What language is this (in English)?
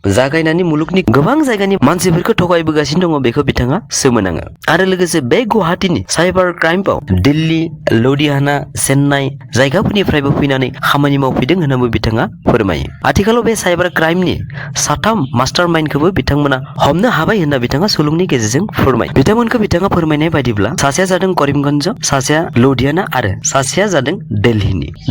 Bodo